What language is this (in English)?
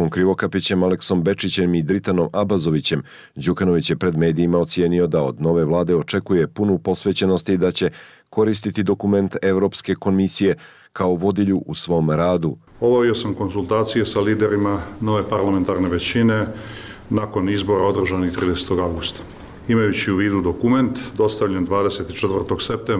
Serbian